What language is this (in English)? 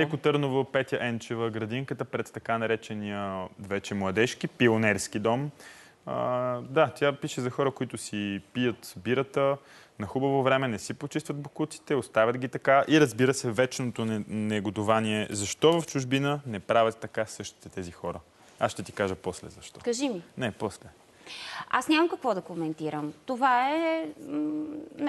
Bulgarian